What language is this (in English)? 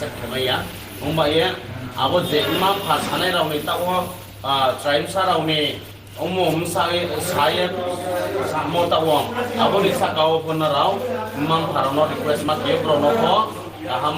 Riang (India)